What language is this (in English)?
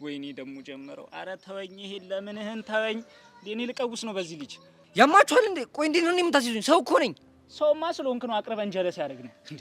Amharic